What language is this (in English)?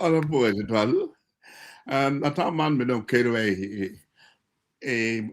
Acoli